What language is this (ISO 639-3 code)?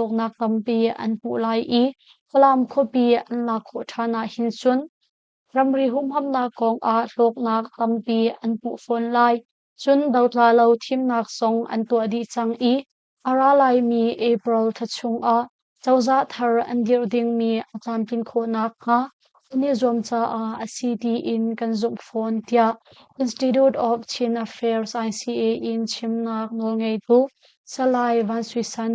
cnh